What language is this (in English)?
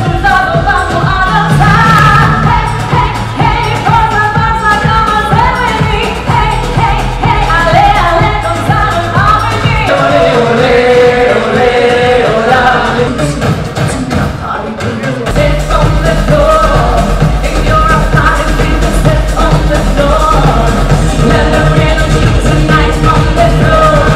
Spanish